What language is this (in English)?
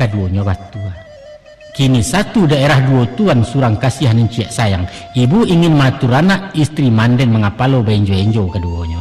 Minangkabau